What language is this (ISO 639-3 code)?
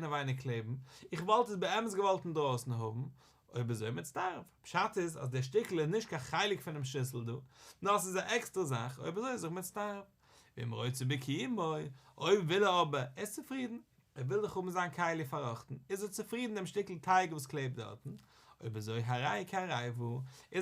yid